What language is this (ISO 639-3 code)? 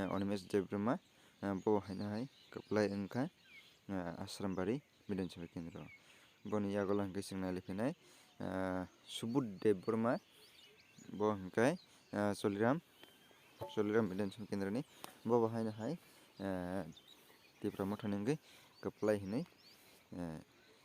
trp